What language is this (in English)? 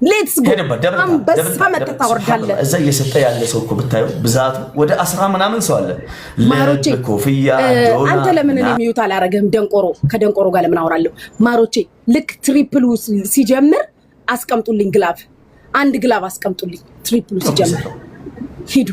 Amharic